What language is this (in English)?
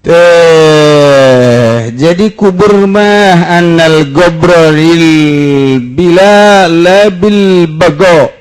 Sundanese